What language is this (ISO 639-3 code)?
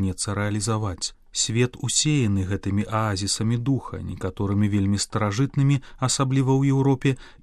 bel